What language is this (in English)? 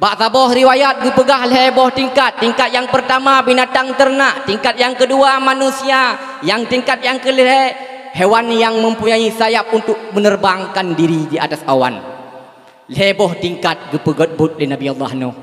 Achinese